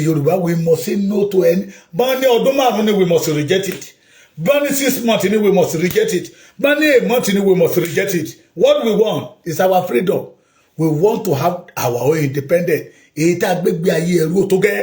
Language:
Yoruba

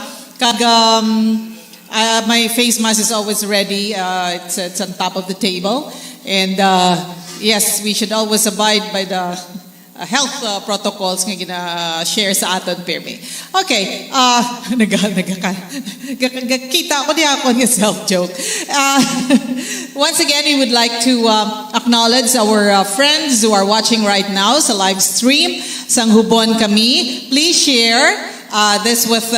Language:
Hiligaynon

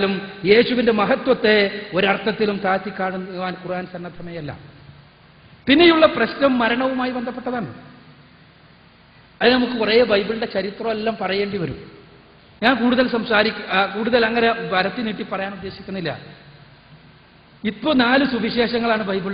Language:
Malayalam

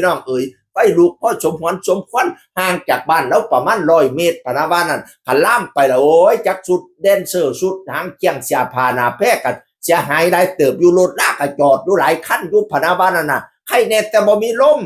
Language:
Northeastern Thai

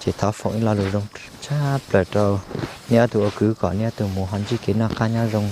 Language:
Hmong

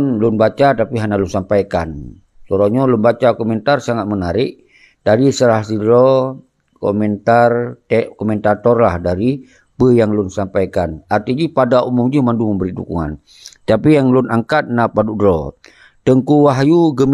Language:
Achinese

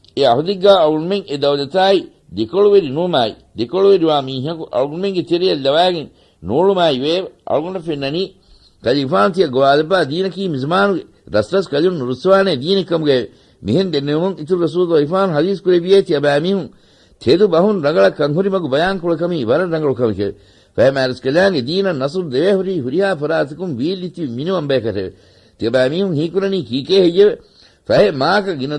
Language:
Divehi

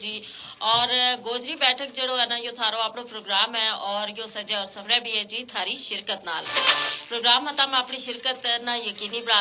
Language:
Gujari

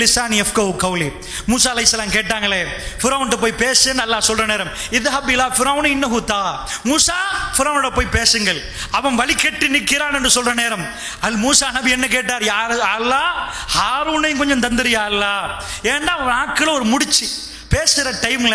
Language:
Tamil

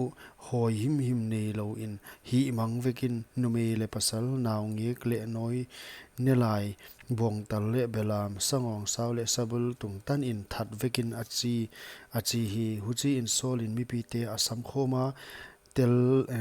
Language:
Paite Chin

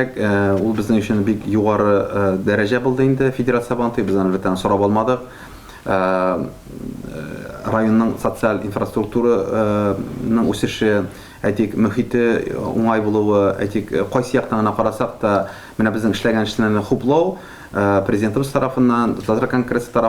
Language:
Tatar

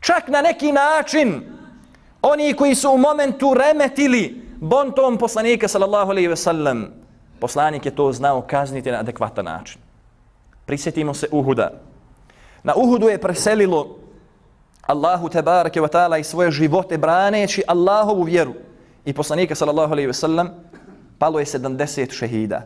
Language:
Bosnian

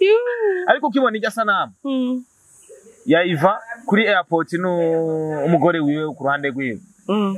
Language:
Rundi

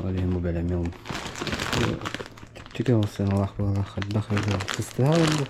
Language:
Yakut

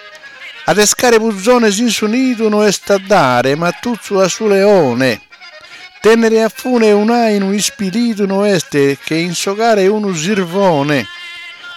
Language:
Sardinian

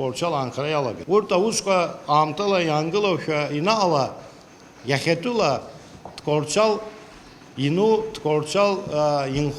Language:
Abkhazian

